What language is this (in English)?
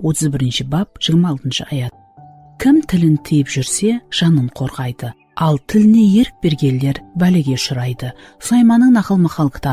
Kara-Kalpak